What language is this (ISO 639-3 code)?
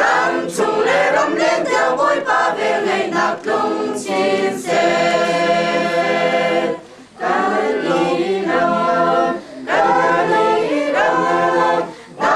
cnh